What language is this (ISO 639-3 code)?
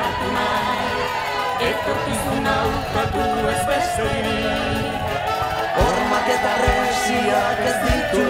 eus